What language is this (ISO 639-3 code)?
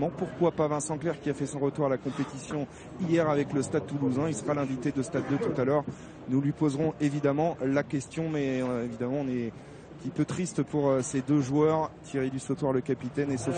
fra